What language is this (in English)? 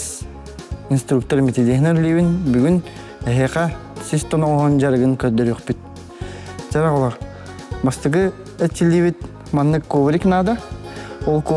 Yakut